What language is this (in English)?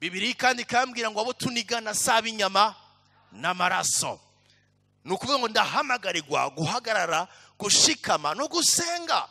Rundi